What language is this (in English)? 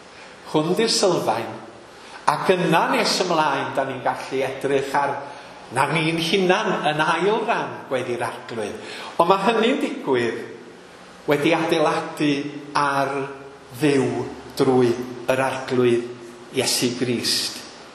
Welsh